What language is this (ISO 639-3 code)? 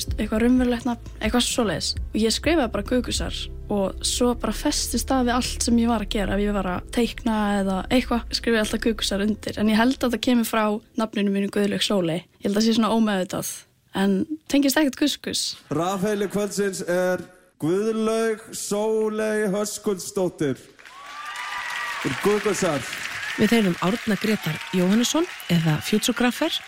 isl